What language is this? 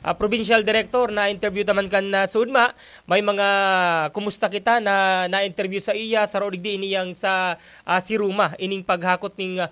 Bikol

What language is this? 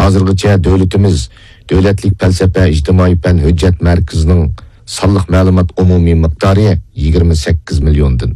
Uyghur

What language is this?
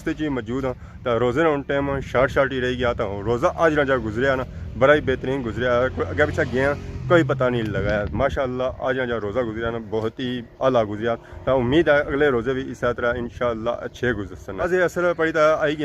Pahari-Potwari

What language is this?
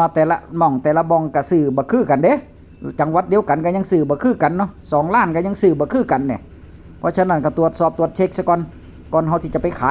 Northeastern Thai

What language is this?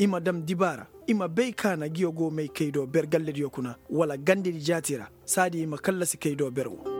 Koyraboro Senni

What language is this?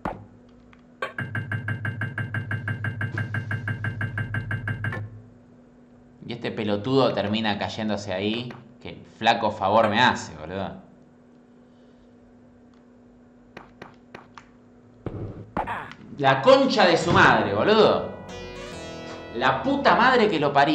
Spanish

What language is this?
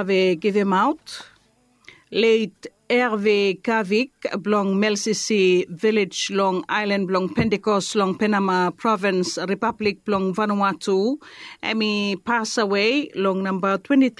Bislama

